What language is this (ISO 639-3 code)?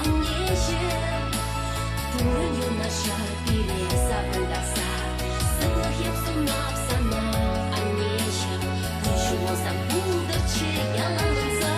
chv